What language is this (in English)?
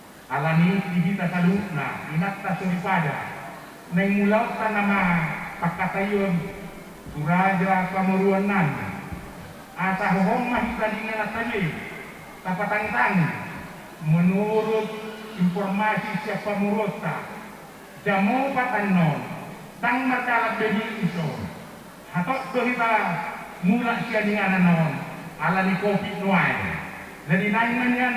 Batak Toba